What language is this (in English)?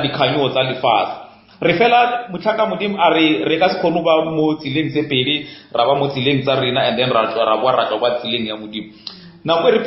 Northern Sotho